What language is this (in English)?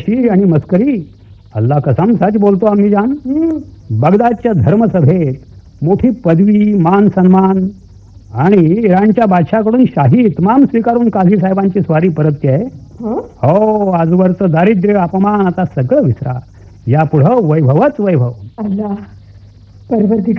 Marathi